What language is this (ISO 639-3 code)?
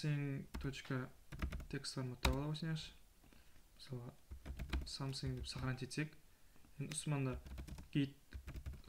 kaa